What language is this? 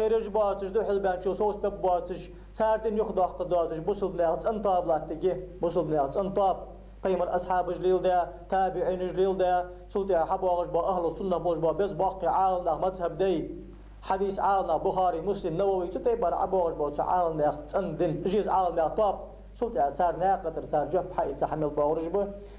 Ingush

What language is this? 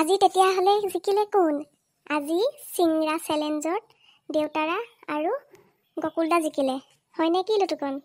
Assamese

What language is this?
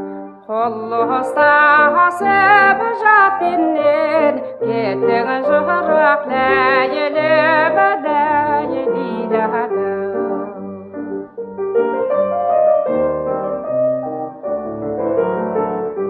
Kazakh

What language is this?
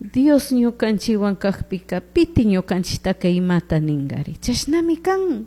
Chimborazo Highland Quichua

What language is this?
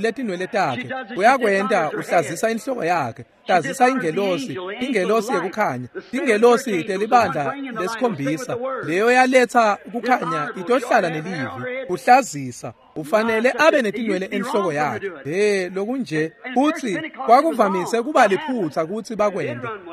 Swati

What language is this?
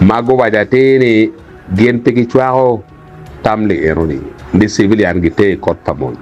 Acoli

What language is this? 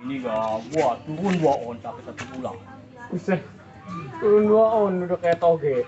Betawi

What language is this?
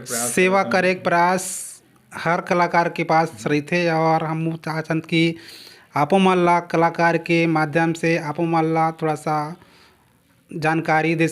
Chhattisgarhi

